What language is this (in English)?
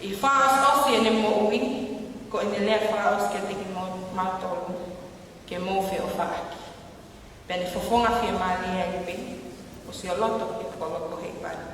Tongan